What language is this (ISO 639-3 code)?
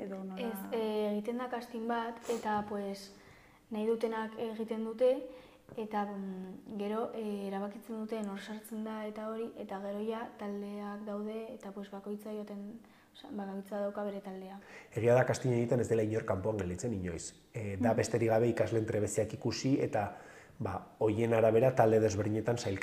eus